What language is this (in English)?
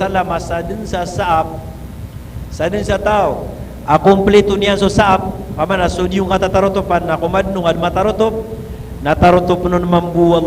Maranao